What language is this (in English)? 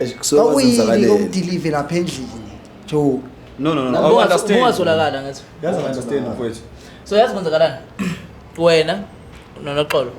Zulu